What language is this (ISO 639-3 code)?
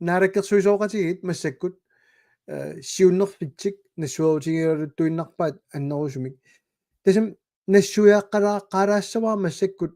kal